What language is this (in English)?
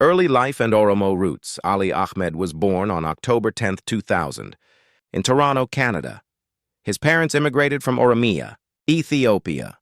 English